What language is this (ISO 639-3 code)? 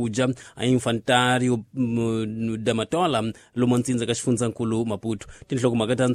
tso